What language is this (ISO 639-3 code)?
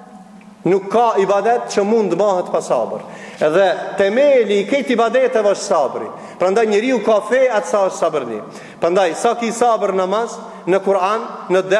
sqi